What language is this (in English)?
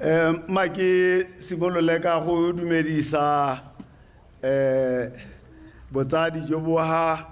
Tswana